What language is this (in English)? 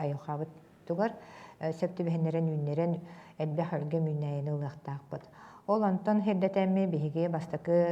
Yakut